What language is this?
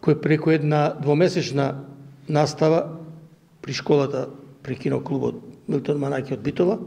Macedonian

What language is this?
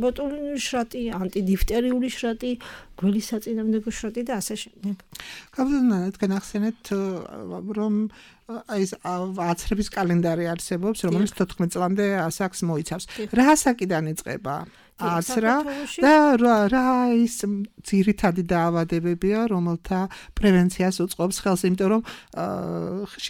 Georgian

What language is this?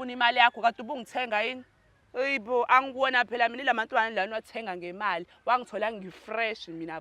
Zulu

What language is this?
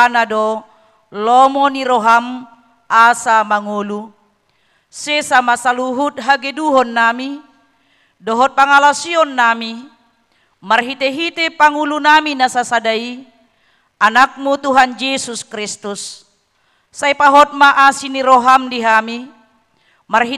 Batak Toba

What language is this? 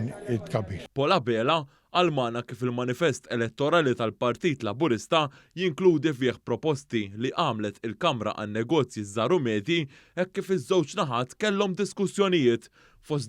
Maltese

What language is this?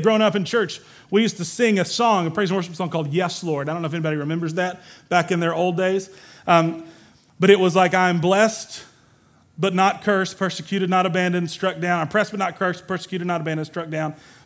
English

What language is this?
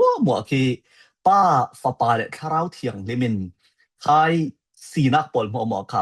Falam Chin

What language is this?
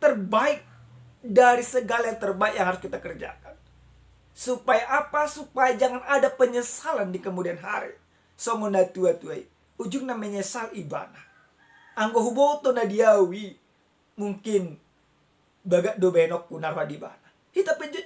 Batak Toba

